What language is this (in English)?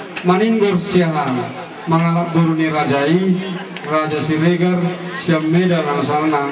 Batak Toba